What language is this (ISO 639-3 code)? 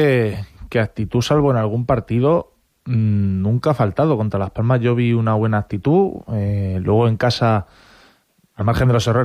spa